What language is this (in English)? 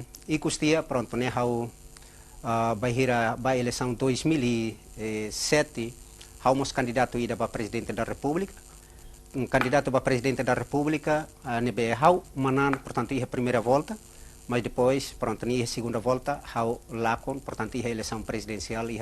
Tetum